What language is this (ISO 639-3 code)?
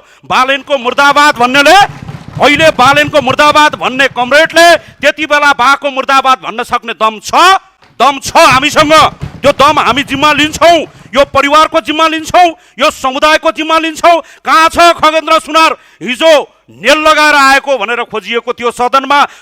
nep